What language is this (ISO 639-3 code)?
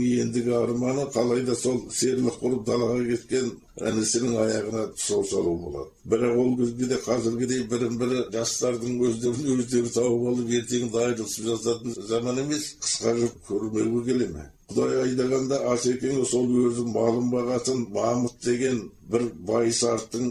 kaz